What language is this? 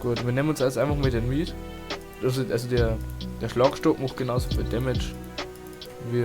Bavarian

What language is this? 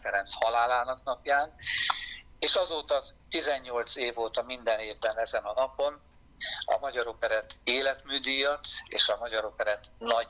Hungarian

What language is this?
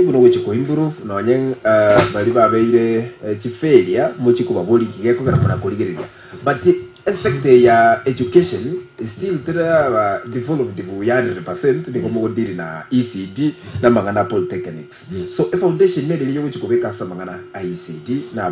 Gusii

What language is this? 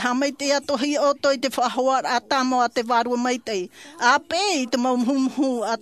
Tahitian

